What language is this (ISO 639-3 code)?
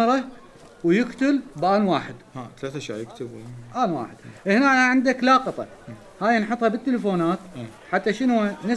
acm